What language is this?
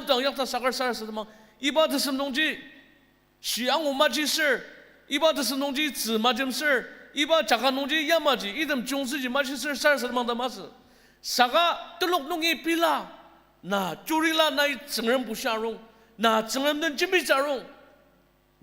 Ao Naga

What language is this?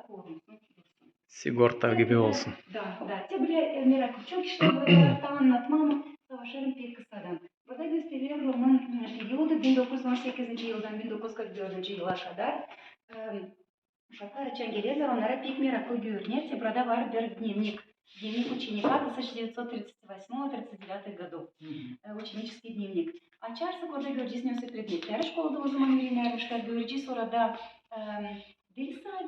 Gagauz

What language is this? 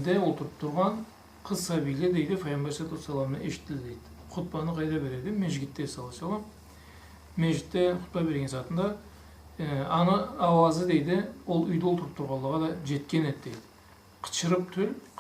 Karachay-Balkar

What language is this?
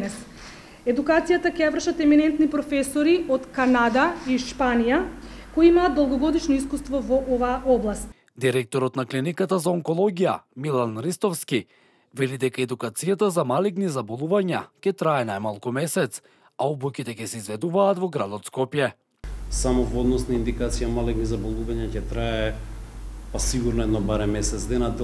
Macedonian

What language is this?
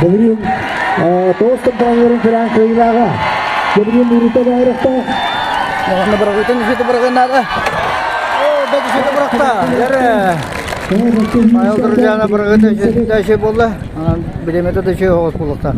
Yakut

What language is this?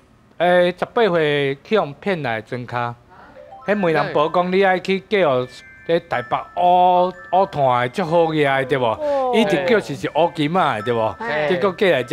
Min Nan Chinese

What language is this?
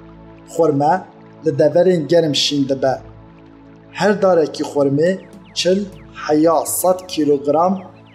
Kurdish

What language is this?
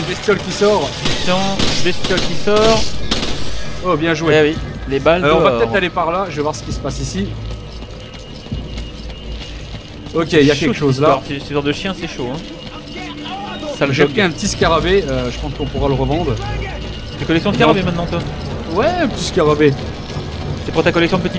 French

